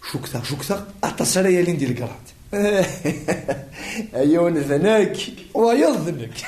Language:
Kabyle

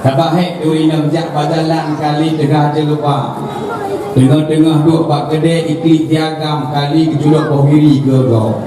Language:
Achinese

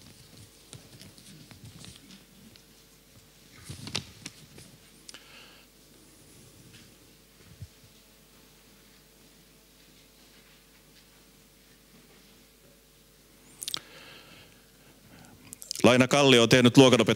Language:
Finnish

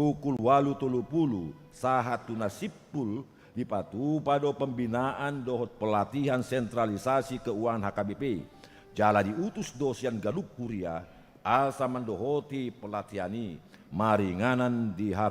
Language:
Batak Toba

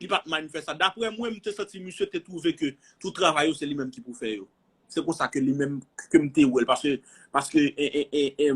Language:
Haitian Creole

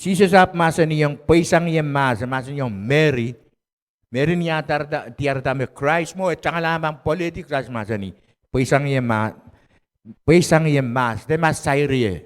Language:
Pohnpeian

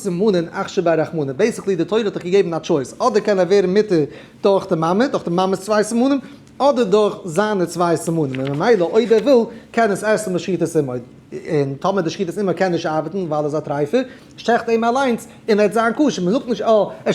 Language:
Yiddish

